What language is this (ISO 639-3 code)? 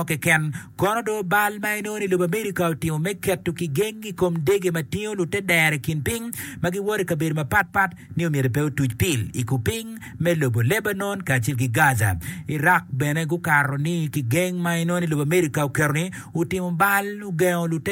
ach